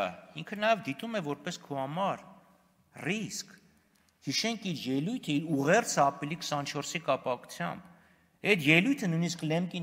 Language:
Armenian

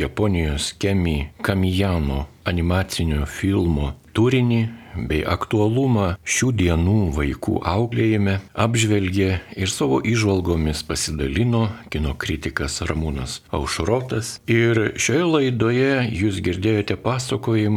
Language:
Lithuanian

